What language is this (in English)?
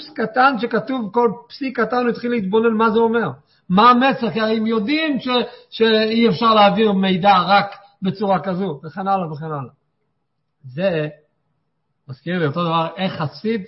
Hebrew